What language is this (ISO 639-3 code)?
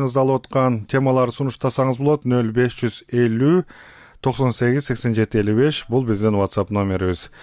kir